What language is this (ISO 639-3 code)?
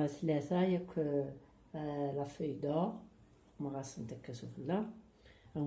kab